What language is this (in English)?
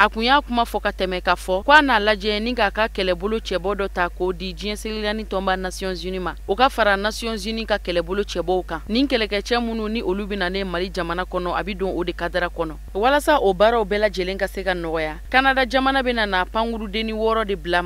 Bambara